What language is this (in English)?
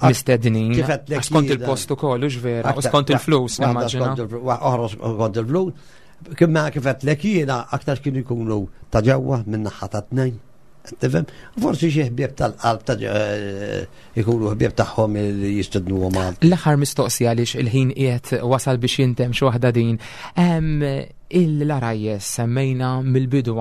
Maltese